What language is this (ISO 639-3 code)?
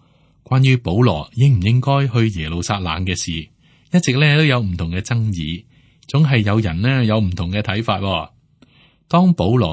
yue